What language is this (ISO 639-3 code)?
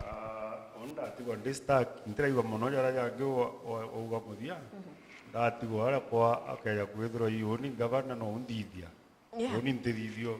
mer